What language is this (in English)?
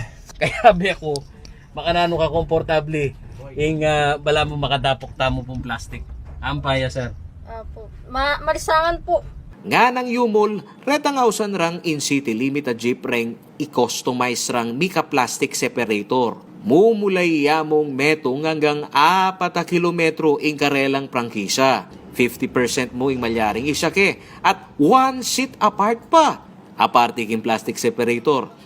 Pampanga